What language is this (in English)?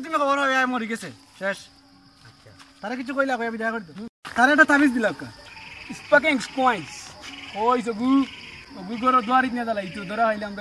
Sylheti